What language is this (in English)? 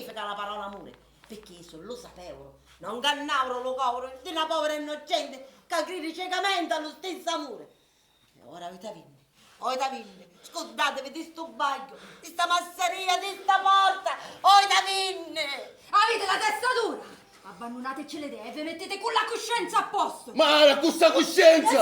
Sicilian